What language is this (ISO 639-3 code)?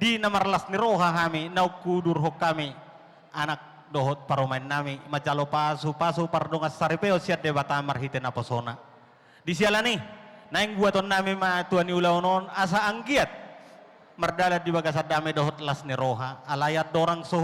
bbc